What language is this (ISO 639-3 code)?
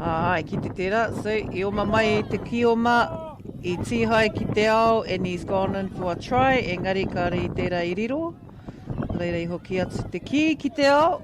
mri